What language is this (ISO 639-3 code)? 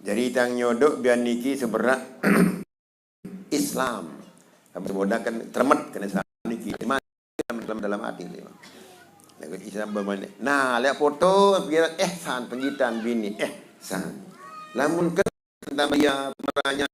sas